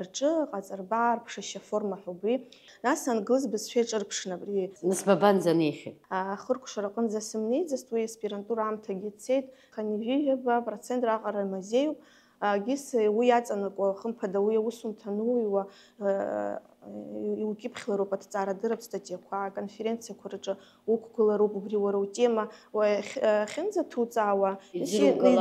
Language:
Abkhazian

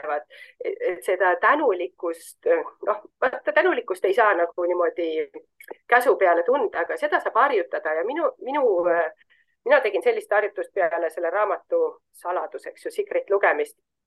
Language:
Estonian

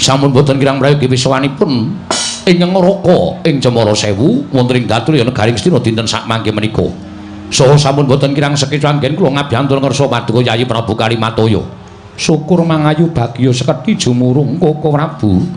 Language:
Javanese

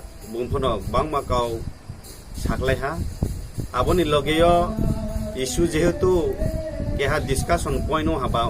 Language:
Riang (India)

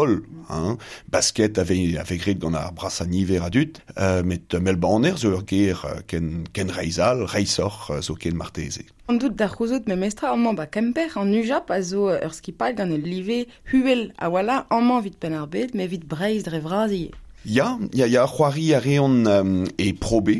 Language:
Breton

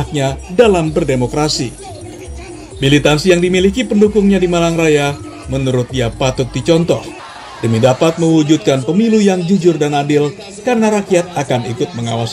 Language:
Indonesian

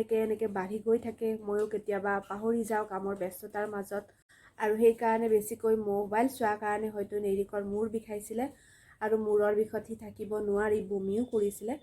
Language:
Assamese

